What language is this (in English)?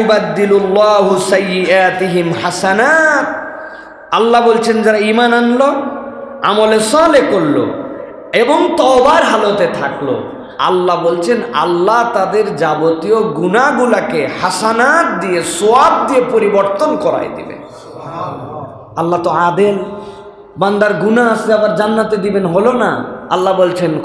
Bangla